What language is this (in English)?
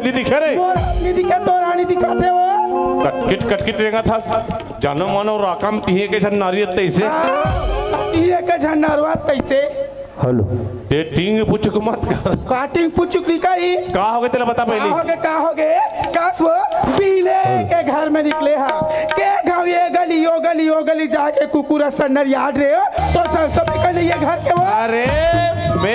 Chhattisgarhi